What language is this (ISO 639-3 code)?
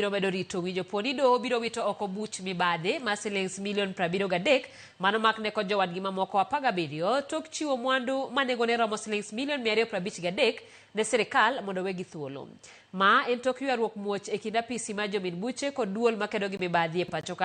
luo